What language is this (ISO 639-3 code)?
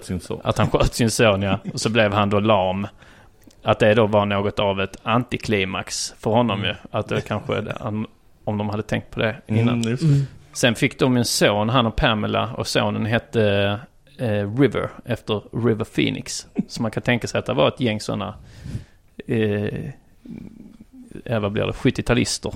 swe